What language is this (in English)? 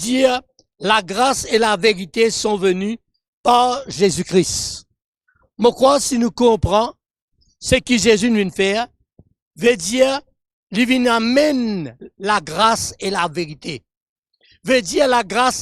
Morisyen